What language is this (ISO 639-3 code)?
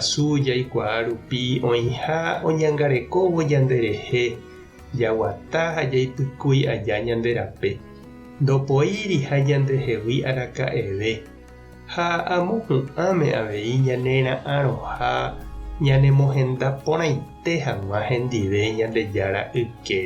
grn